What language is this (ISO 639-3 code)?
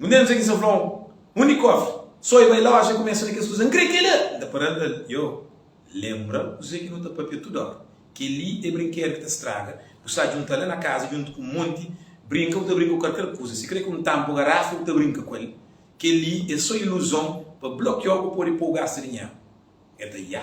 kea